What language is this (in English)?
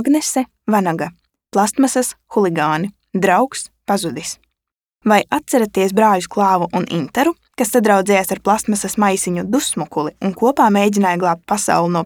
Latvian